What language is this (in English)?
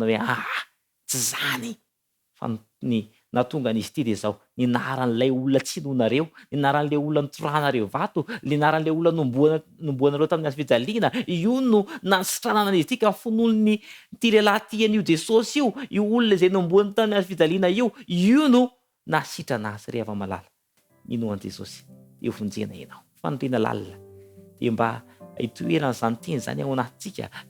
Malagasy